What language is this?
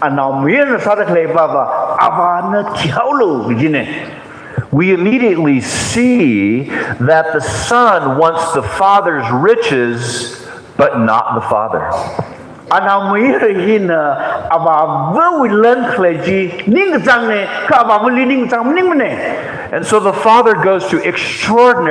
Tangkhul Naga (India)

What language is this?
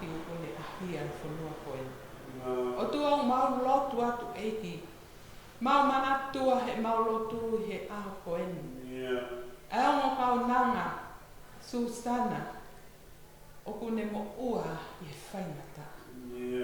Tongan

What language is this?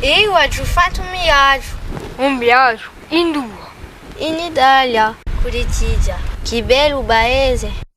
Corsican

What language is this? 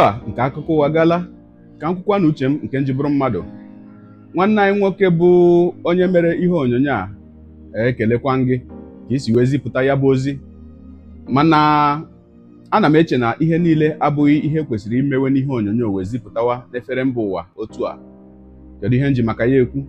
Igbo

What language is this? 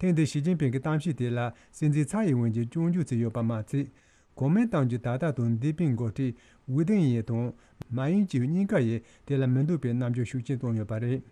Tibetan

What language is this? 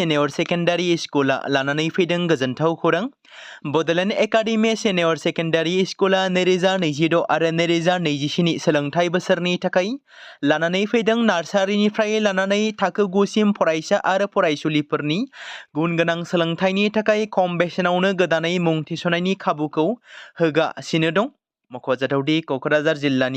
Bodo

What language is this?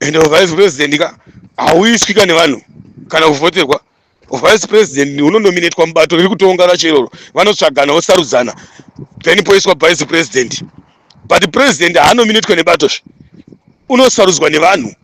Shona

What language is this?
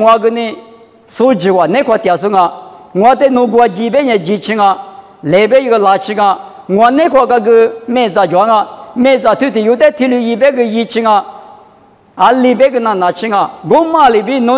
Lisu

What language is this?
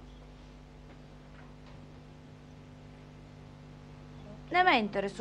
Bulgarian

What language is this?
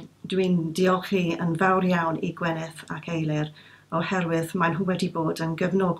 Welsh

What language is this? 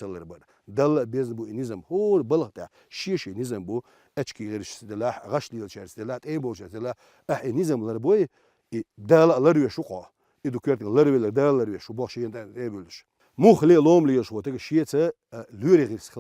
Chechen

